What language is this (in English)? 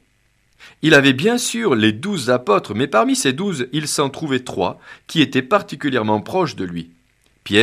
French